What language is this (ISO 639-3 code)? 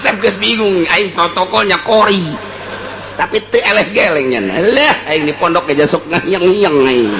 sun